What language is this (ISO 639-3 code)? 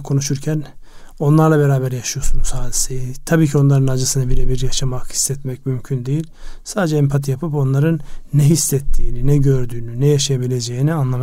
tur